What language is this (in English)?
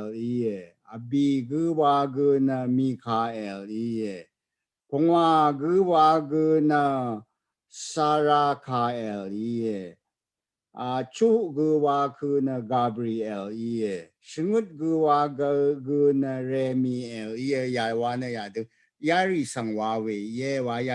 Rawang